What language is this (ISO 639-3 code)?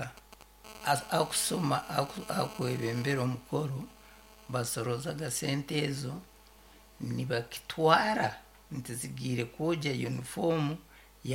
nyn